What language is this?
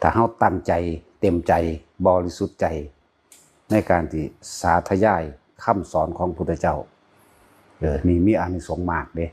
Lao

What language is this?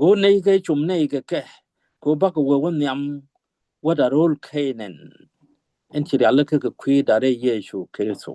Nuer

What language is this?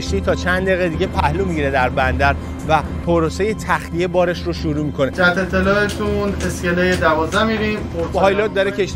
Persian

